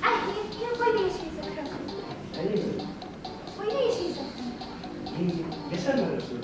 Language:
Bashkir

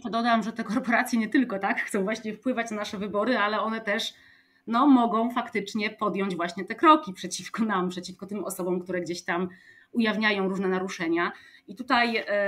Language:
Polish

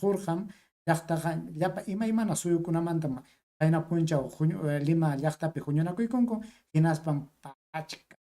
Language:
Ayacucho Quechua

